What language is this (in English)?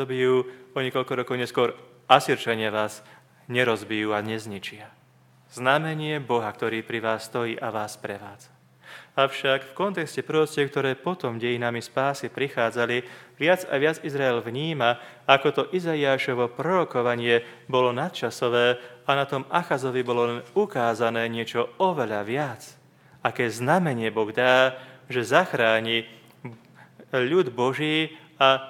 Slovak